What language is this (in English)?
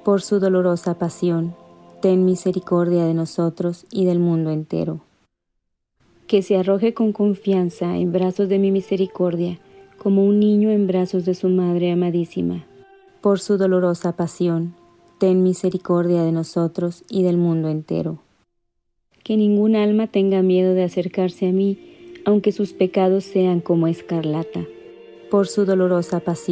Spanish